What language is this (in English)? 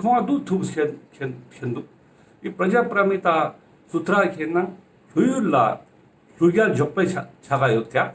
Ladakhi